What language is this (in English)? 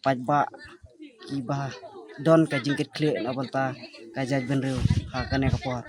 Khasi